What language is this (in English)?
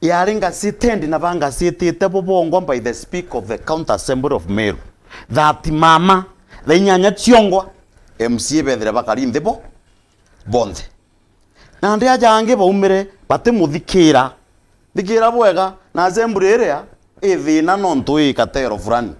Meru